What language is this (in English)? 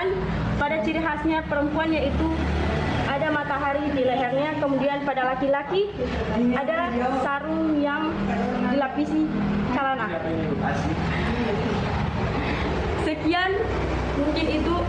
Indonesian